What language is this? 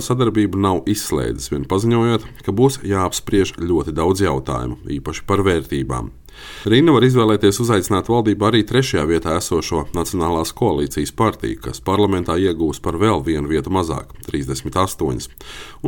Latvian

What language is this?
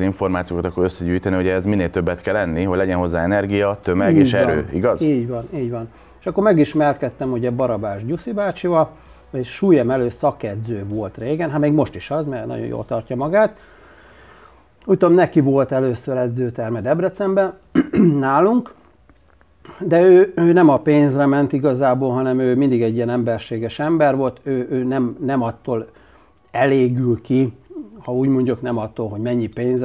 Hungarian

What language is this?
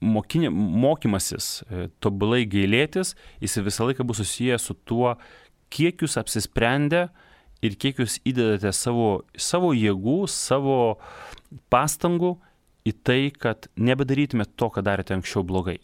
Lithuanian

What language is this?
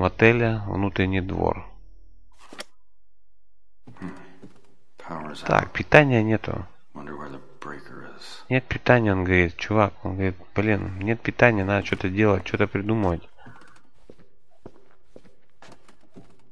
Russian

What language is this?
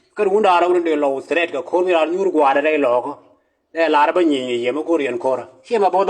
Nuer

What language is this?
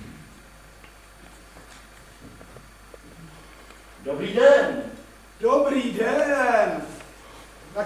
Czech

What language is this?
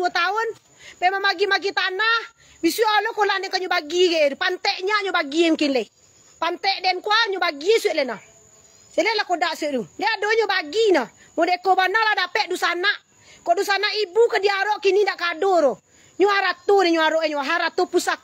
Minangkabau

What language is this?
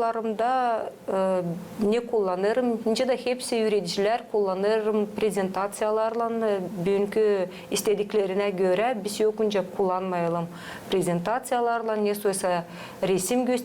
Gagauz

